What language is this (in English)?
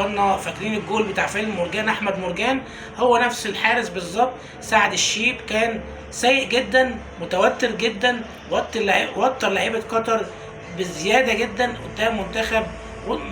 Egyptian Arabic